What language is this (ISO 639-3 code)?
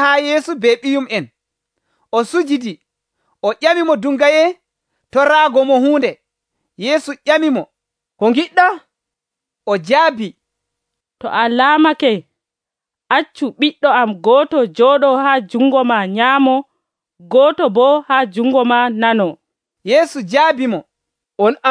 fuv